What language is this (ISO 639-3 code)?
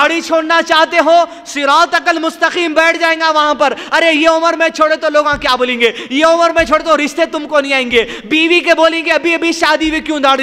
urd